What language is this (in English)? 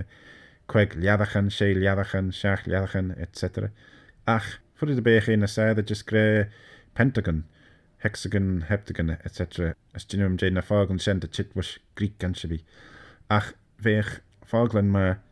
Manx